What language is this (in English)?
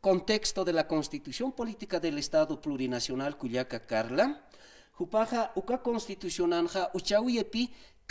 Aymara